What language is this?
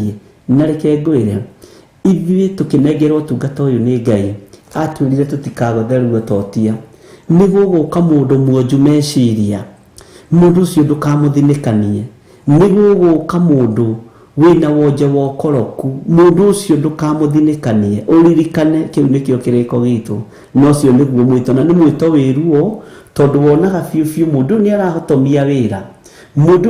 Kikuyu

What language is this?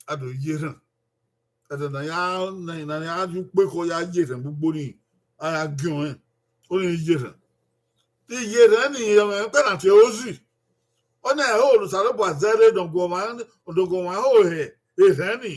Bini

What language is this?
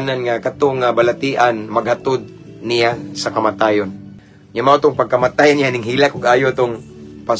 Cebuano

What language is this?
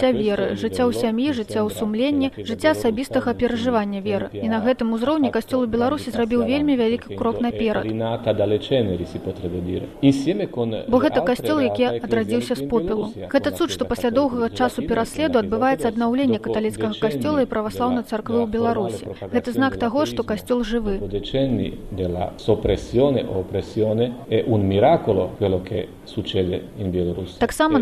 Belarusian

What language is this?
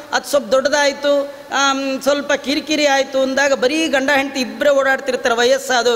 Kannada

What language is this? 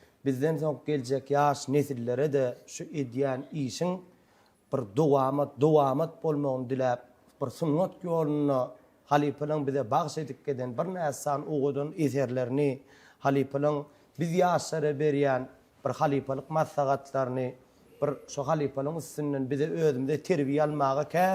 Turkmen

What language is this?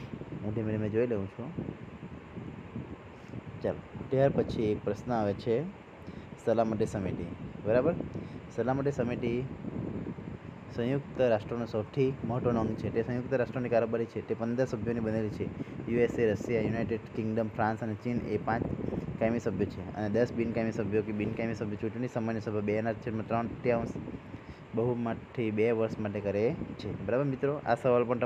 Gujarati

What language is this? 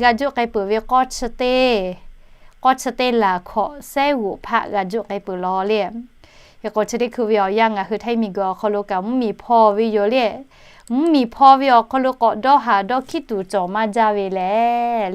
Lahu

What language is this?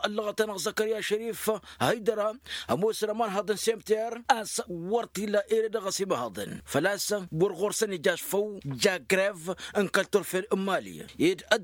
Tamasheq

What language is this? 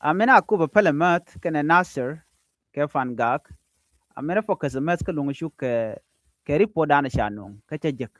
Nuer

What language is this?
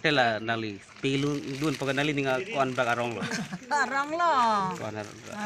Karbi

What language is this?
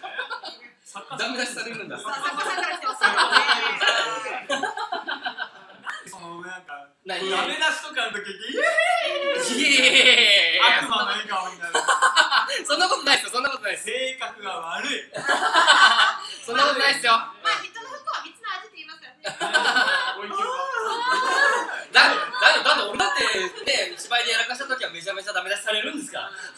Japanese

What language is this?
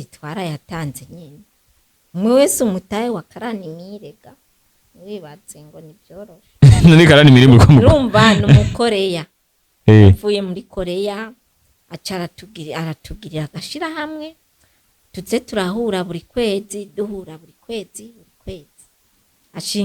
Rundi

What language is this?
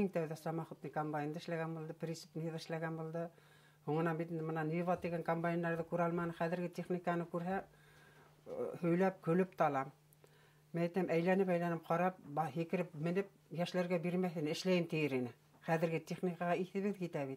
Bashkir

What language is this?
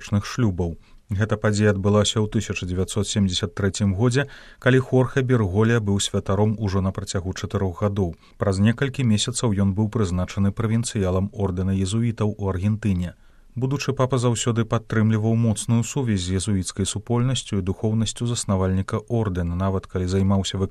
Belarusian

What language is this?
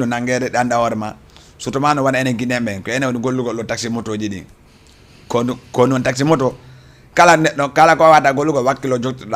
Fula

